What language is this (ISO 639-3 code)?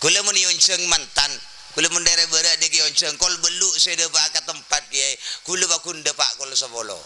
mad